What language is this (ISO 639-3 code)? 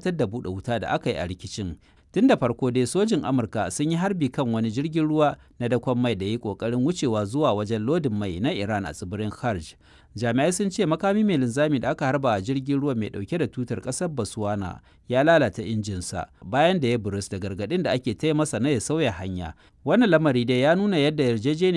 hau